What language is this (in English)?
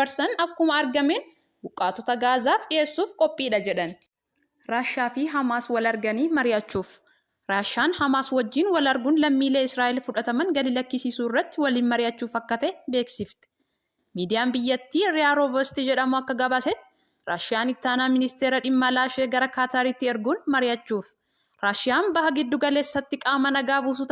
Oromo